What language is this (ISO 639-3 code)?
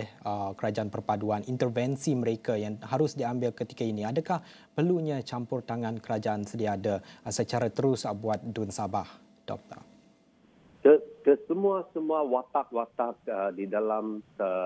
msa